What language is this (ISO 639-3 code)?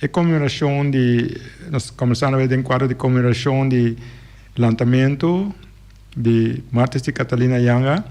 pap